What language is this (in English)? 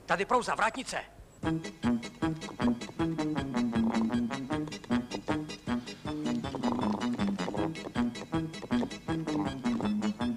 Czech